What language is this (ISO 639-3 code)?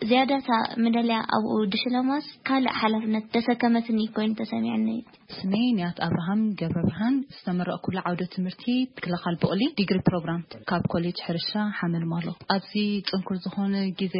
tir